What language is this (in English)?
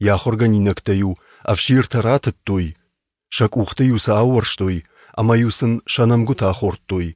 Ossetic